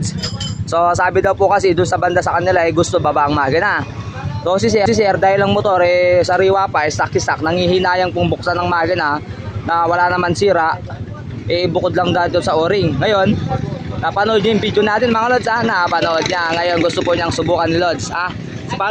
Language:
Filipino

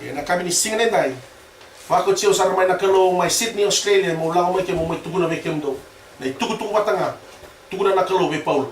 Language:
Fijian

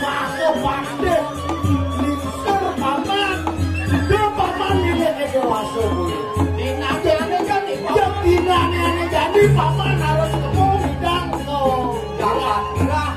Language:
Balinese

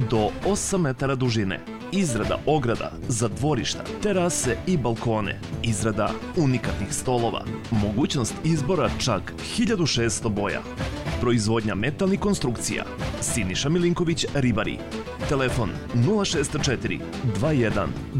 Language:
Serbian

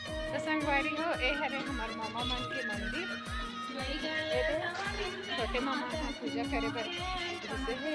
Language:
Chhattisgarhi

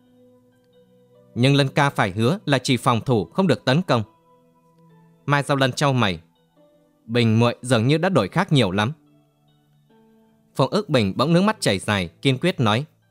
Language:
Vietnamese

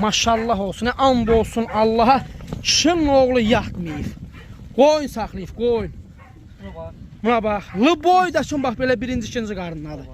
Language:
Azerbaijani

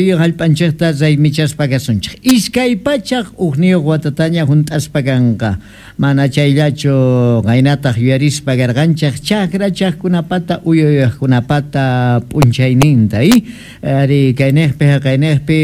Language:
South Bolivian Quechua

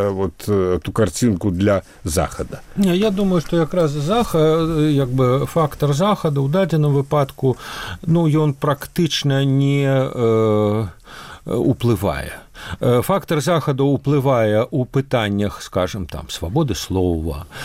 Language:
Belarusian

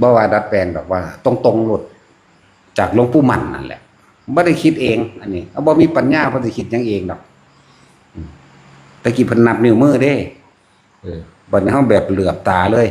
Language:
Northeastern Thai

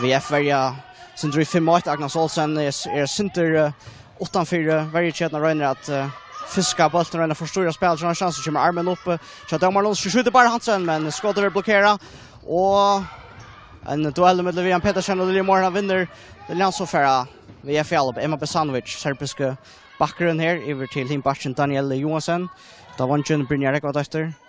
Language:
Faroese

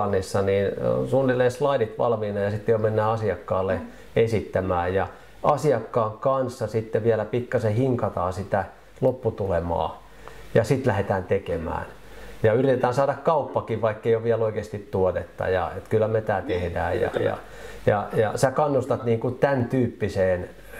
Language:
Finnish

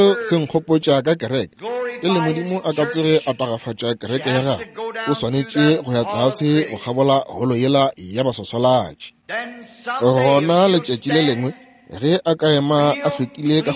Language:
Northern Sotho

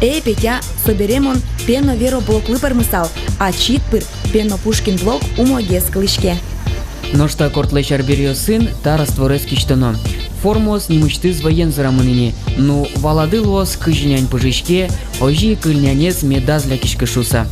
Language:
Udmurt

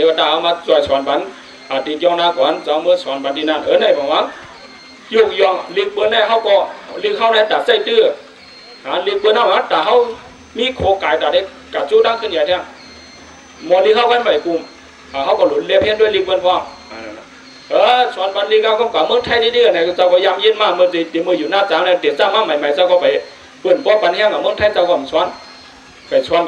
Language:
Shan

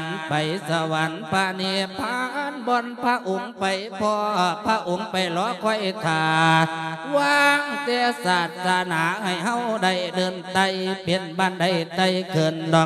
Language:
Lao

